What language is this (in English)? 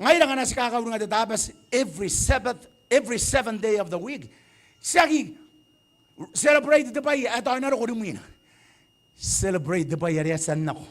Gilbertese